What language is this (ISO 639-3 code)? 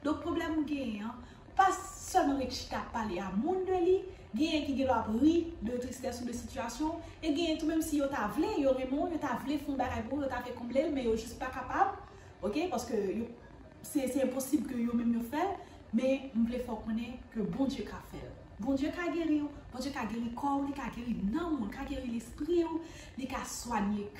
hat